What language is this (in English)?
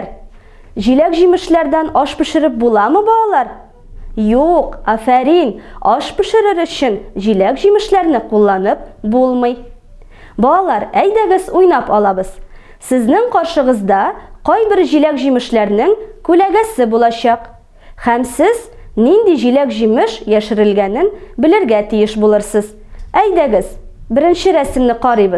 Tatar